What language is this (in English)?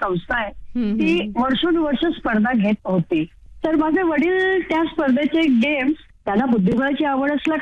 Marathi